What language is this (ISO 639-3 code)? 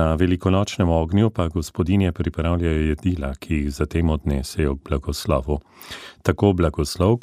slv